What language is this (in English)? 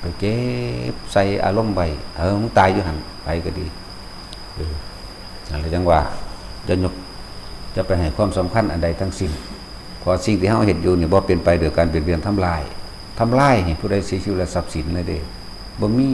Northeastern Thai